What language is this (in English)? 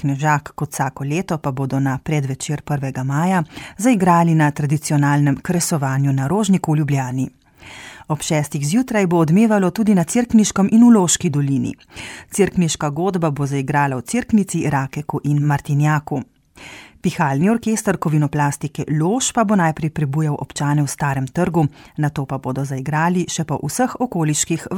Slovenian